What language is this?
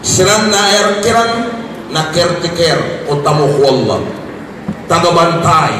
Maranao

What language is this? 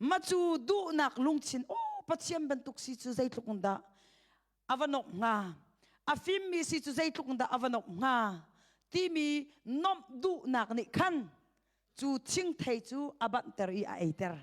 Hakha Chin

